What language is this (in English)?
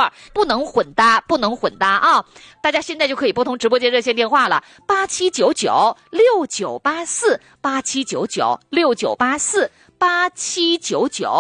Chinese